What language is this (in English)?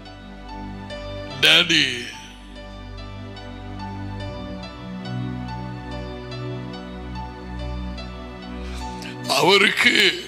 Tamil